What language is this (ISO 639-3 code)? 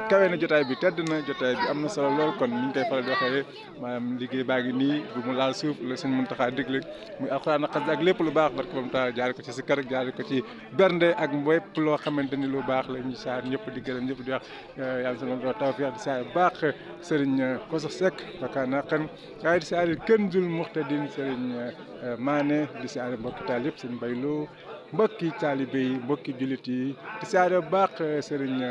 wol